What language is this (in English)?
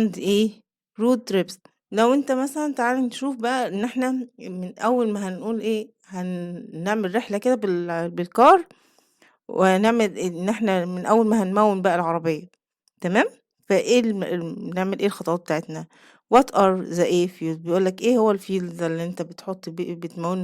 Egyptian Arabic